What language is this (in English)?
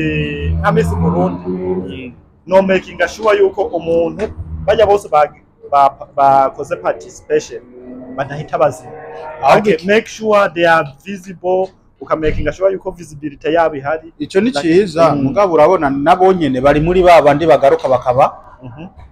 Rundi